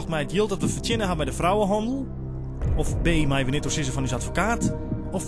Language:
Western Frisian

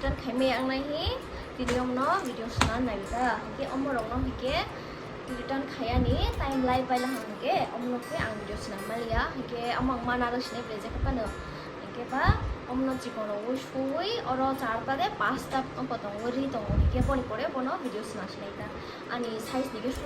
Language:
Kok Borok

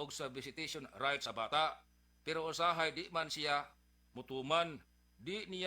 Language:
Cebuano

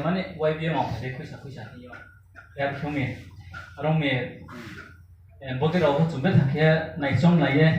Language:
Riang (India)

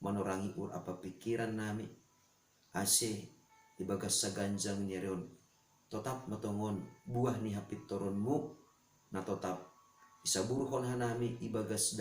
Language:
Batak Simalungun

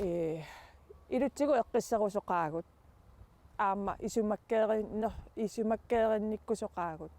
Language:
Kalaallisut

